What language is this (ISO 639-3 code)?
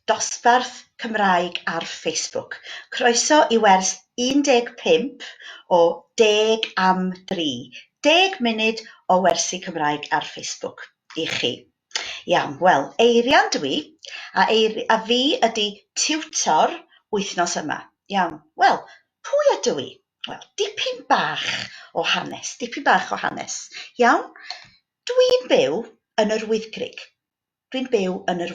cym